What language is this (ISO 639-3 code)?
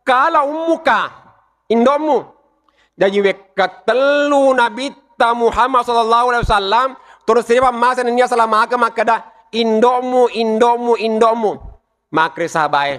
bug